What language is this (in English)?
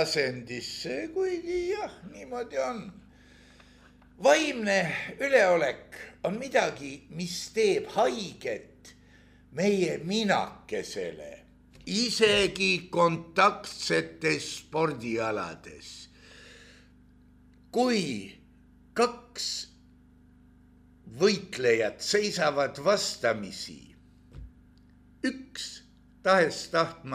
Estonian